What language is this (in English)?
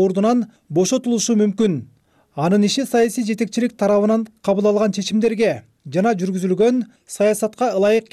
Kyrgyz